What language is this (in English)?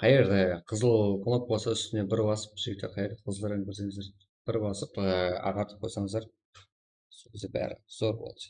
Kara-Kalpak